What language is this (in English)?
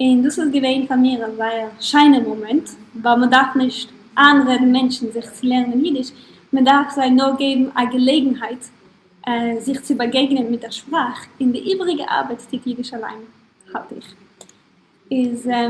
Yiddish